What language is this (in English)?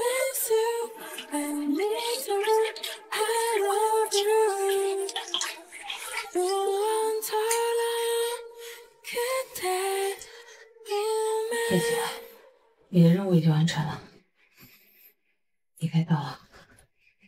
Chinese